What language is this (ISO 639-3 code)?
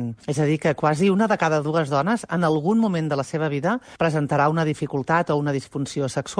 cat